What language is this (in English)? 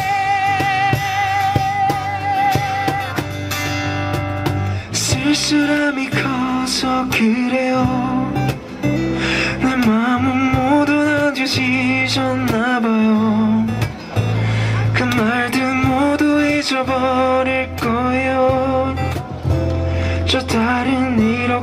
Korean